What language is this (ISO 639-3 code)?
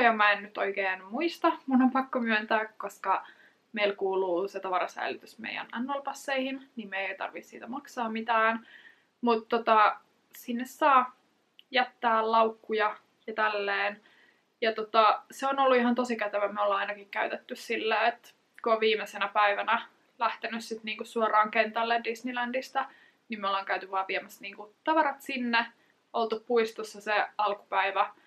fin